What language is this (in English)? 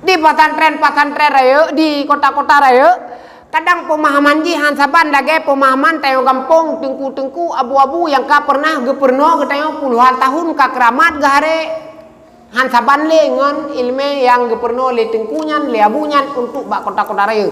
Achinese